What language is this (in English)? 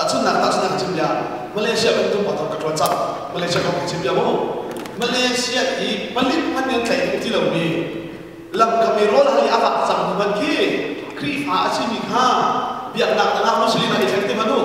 Hakha Chin